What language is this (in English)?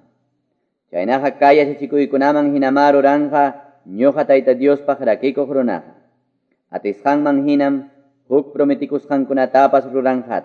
Quechua